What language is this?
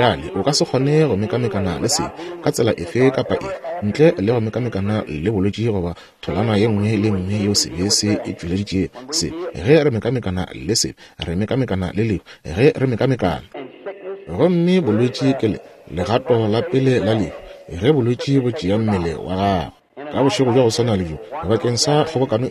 Northern Sotho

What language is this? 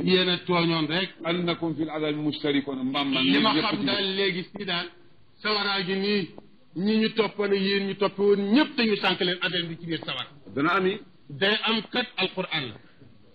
Wolof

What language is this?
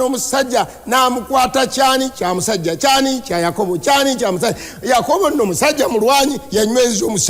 Ganda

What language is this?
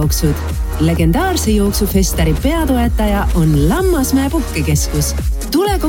Estonian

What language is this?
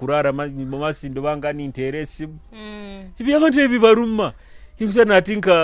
Nyoro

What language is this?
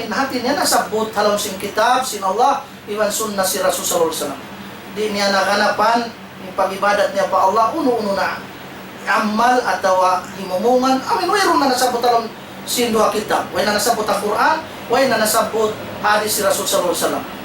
Tausug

